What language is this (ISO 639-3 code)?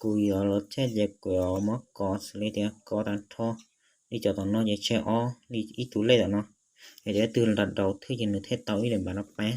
hmn